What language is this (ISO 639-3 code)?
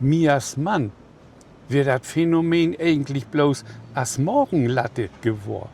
nds